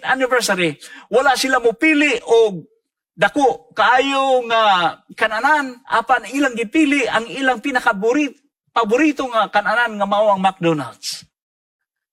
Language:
Cebuano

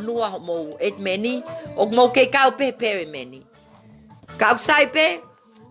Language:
Tongan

